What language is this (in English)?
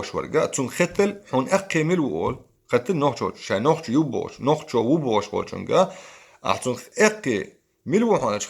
Chechen